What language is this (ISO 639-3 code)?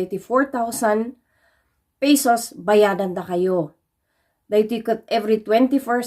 ilo